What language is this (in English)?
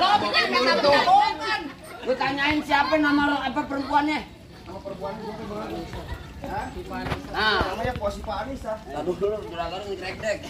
Betawi